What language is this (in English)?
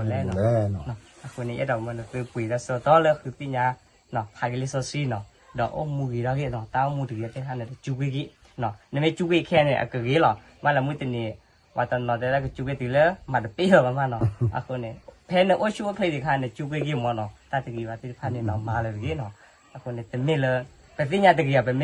S'gaw Karen